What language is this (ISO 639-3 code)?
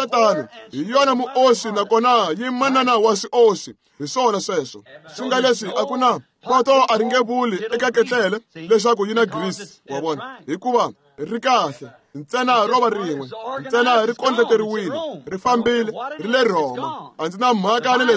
tso